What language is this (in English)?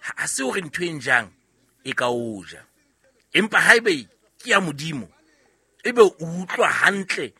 Southern Sotho